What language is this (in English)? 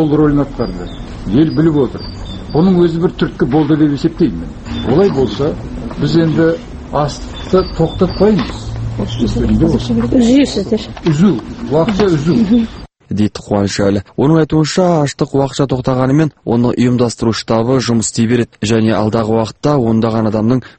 Kazakh